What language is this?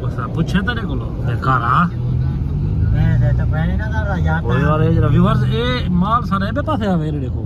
Saraiki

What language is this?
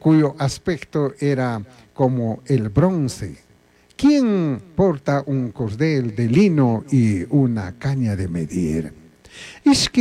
Chimborazo Highland Quichua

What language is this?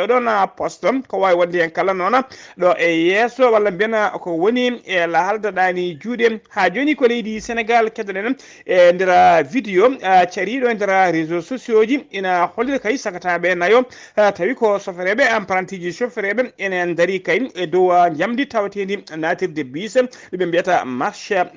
Fula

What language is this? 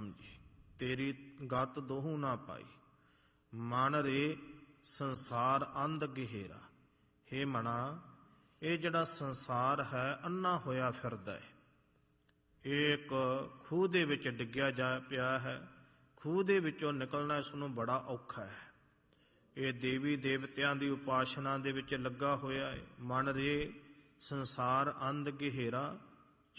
Punjabi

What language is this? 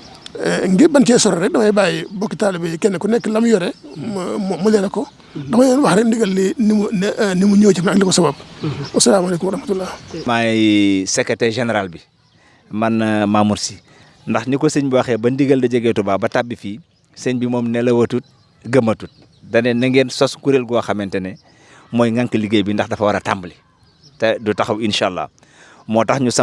Wolof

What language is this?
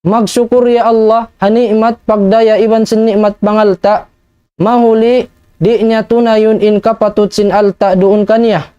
Tausug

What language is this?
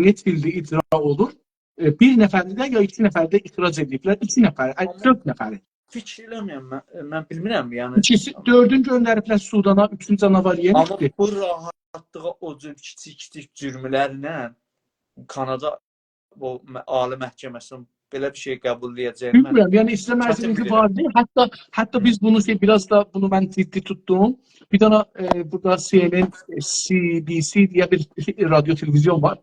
South Azerbaijani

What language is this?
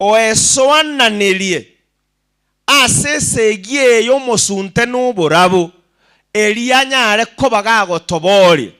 Gusii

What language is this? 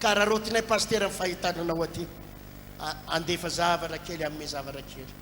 Malagasy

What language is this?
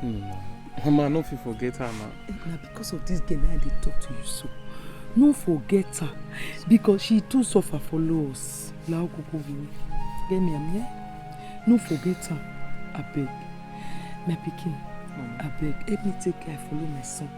Nigerian Pidgin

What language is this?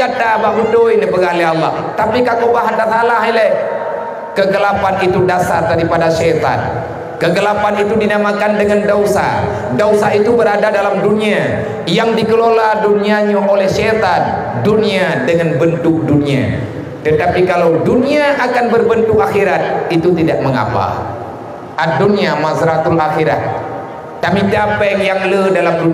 Achinese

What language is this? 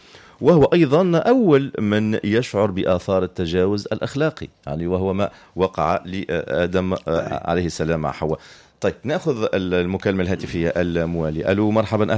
Tunisian Arabic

